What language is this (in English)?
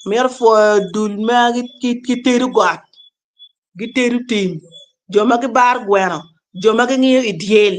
Acoli